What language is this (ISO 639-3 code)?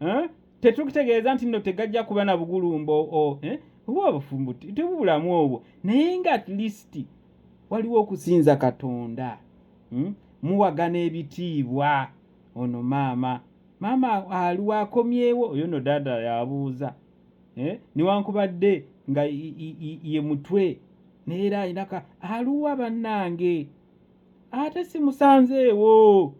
lug